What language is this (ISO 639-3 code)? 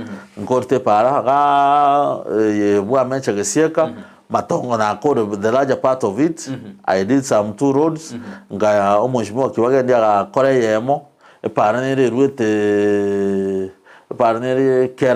guz